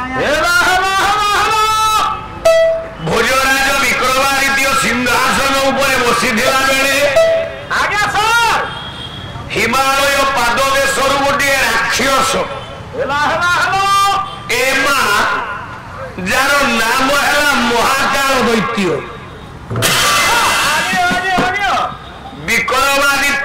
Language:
Odia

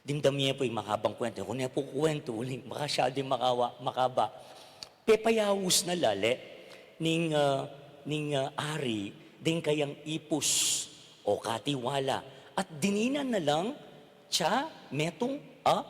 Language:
Pampanga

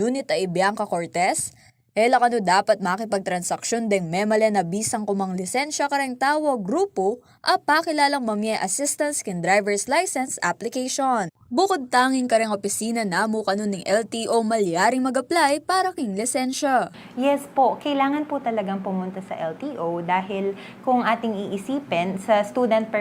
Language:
Pampanga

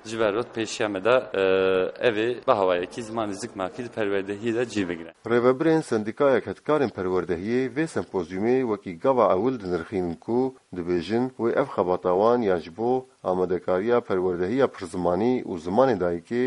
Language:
Kurdish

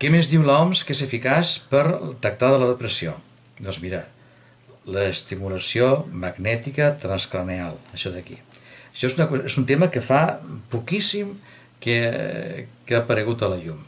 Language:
Catalan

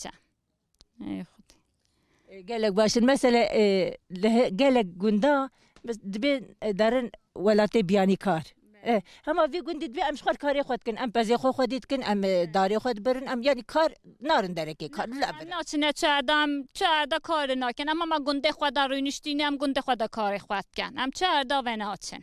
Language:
Kurdish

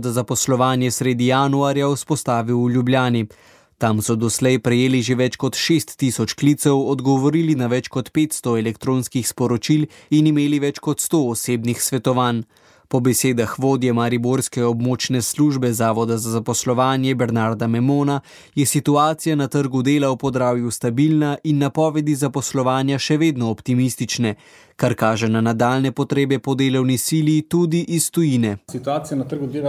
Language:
Slovenian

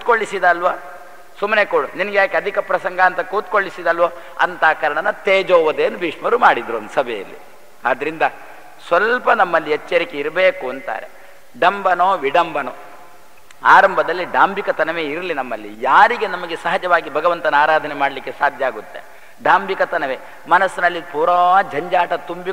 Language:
Kannada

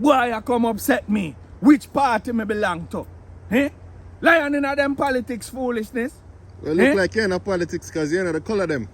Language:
Jamaican Creole English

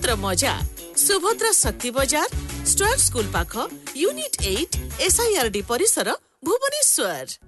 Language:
Odia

